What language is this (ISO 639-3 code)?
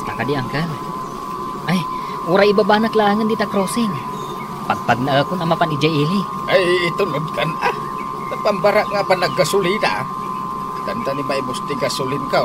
ilo